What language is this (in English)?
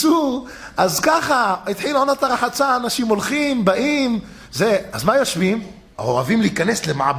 Hebrew